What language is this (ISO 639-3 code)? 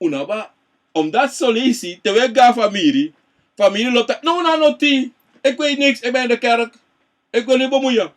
srn